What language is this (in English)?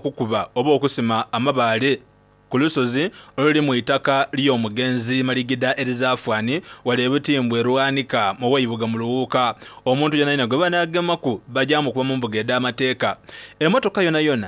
Soga